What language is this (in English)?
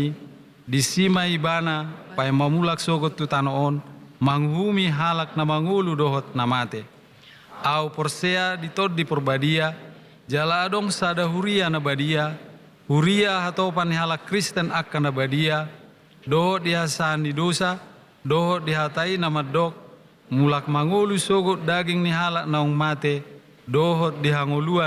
Batak Toba